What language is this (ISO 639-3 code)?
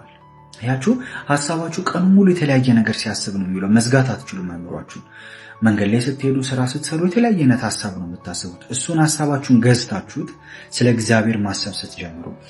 amh